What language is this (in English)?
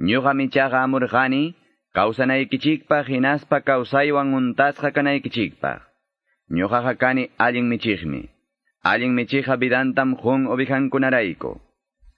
Quechua